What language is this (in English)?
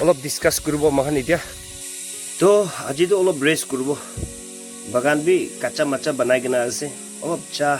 Naga Pidgin